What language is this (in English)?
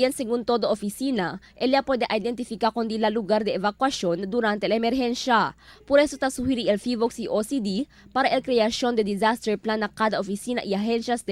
Chavacano